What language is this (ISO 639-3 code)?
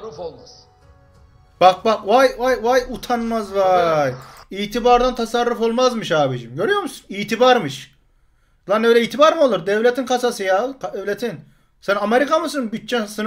tur